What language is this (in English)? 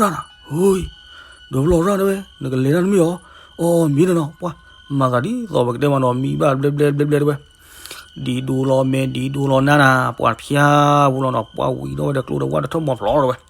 S'gaw Karen